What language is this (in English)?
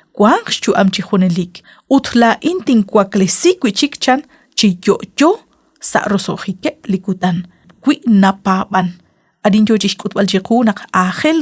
Kekchí